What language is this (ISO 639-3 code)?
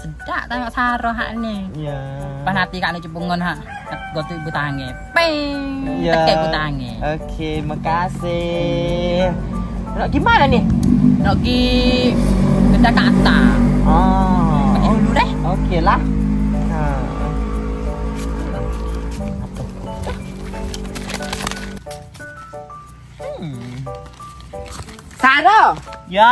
msa